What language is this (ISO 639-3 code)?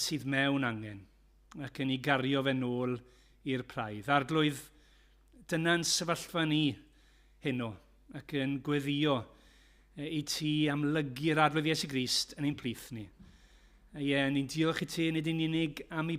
cym